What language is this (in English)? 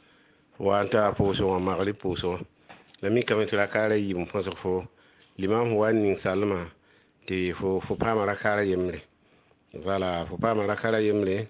Mossi